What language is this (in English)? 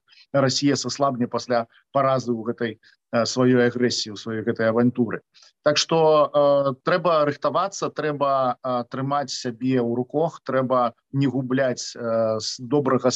Belarusian